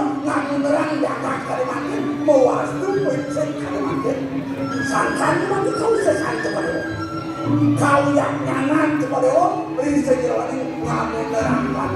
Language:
Balinese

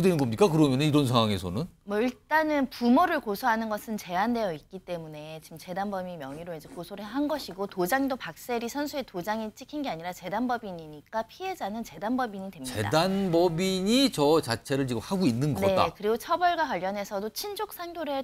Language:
Korean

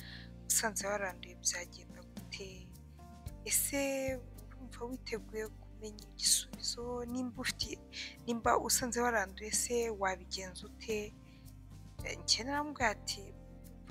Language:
Kinyarwanda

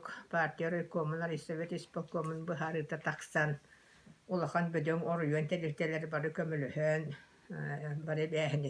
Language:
Yakut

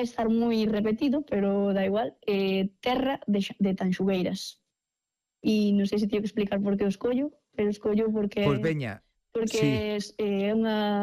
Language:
Galician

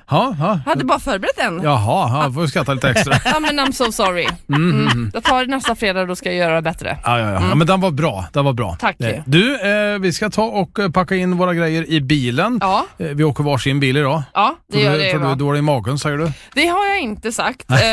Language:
Swedish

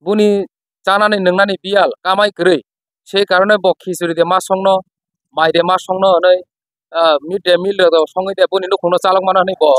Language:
Kok Borok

